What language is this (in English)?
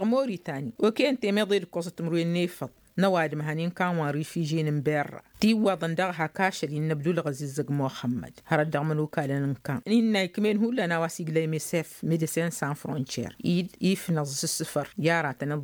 Tamasheq